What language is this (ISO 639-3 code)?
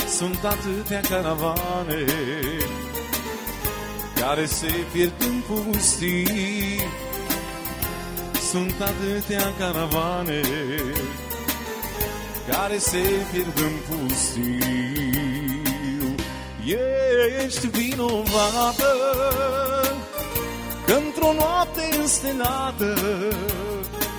ron